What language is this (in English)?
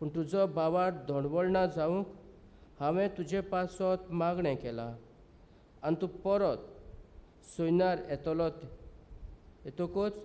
Konkani